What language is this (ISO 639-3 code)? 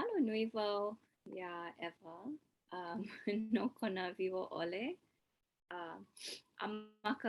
haw